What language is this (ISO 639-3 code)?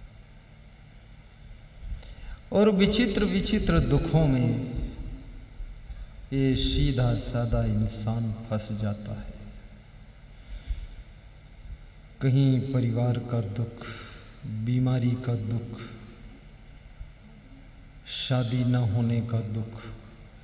hin